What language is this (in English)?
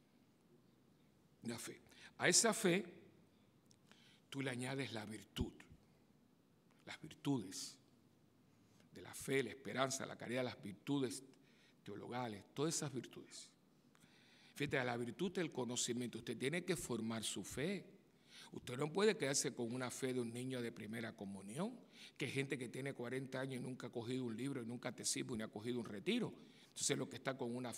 Spanish